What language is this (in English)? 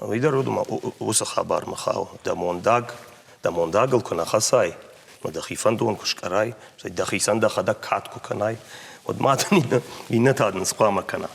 Ossetic